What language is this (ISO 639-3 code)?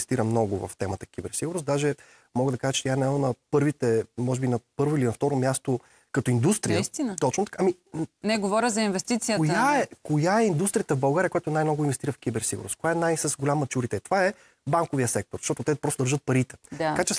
bul